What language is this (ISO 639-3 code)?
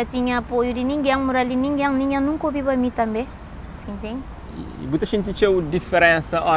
kea